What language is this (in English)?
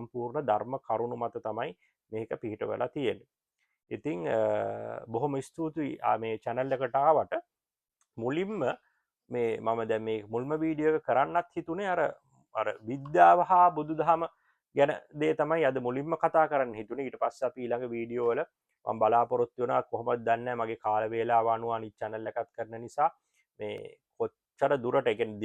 Sinhala